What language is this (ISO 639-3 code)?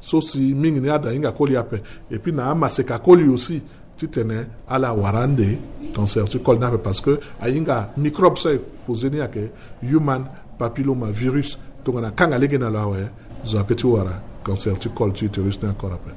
sag